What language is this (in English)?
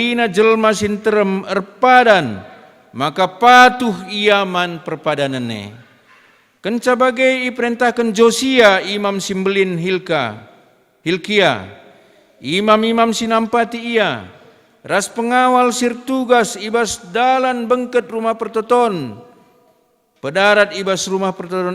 Batak Karo